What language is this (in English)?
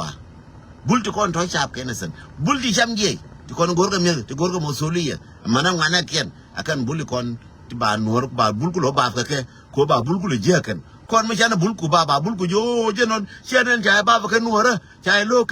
Nuer